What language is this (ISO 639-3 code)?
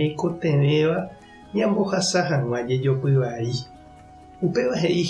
grn